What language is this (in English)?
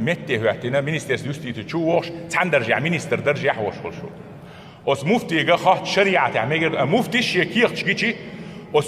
Chechen